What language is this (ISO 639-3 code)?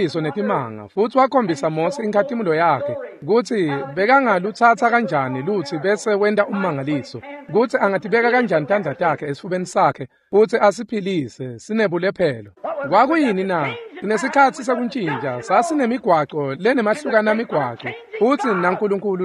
ssw